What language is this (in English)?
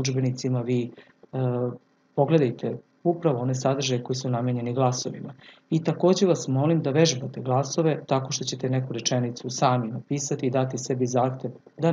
Serbian